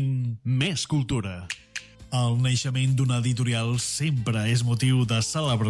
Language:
Catalan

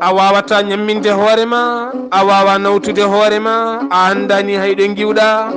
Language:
Fula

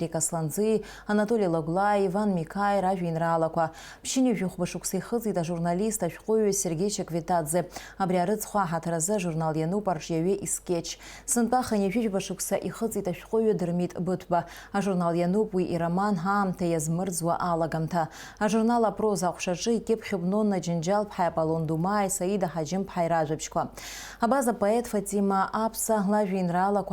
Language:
Abkhazian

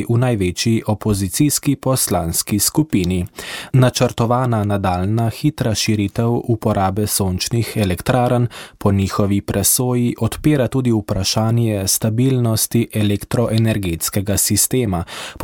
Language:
Slovenian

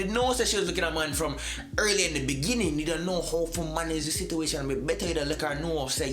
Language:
Jamaican Creole English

